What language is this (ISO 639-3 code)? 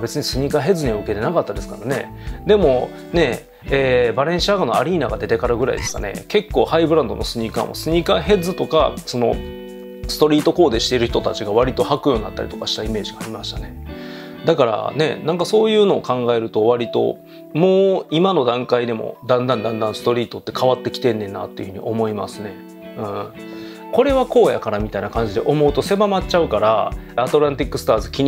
jpn